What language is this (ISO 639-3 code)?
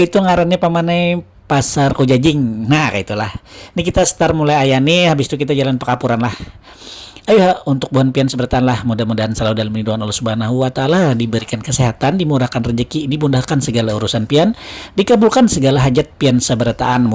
bjn